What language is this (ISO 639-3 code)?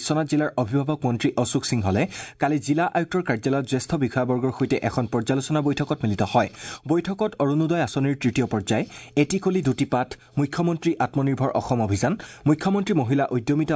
asm